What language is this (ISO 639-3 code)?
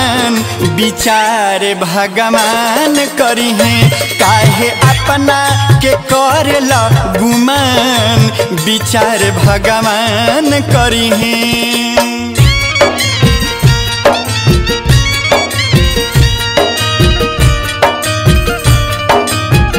bho